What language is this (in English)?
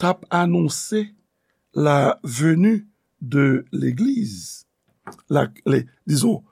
Haitian Creole